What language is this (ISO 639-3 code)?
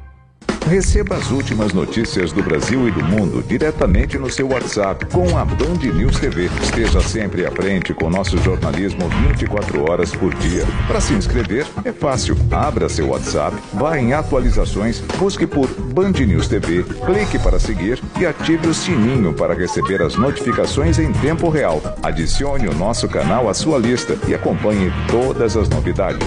por